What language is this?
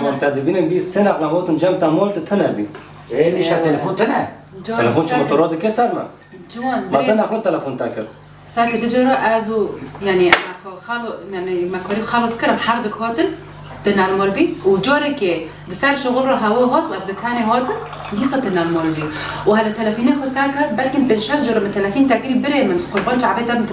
Kurdish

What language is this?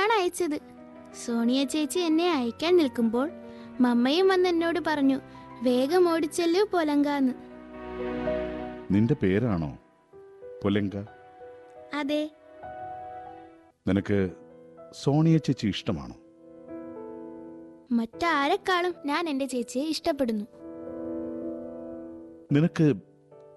Malayalam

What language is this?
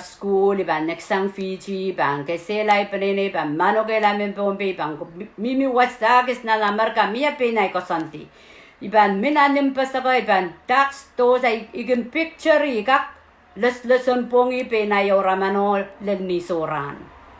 Pohnpeian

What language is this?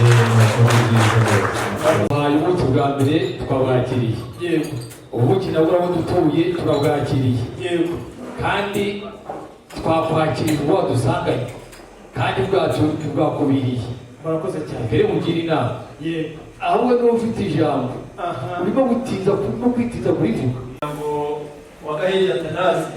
Kinyarwanda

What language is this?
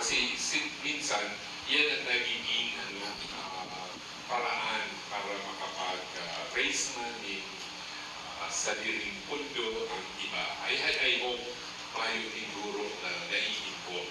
Bikol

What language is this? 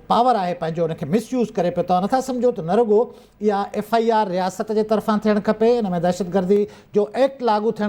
Sindhi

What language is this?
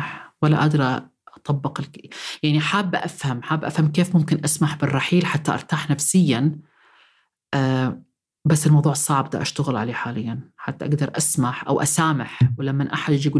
North Levantine Arabic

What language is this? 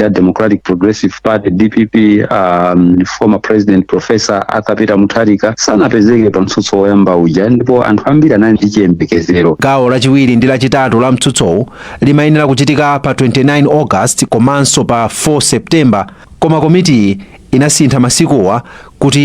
Nyanja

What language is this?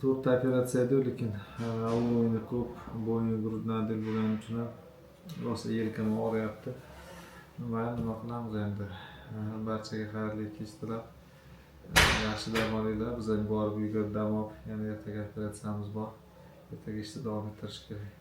Uzbek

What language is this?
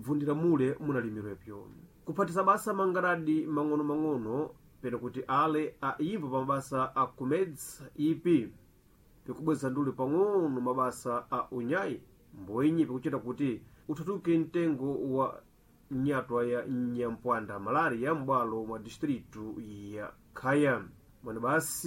Sena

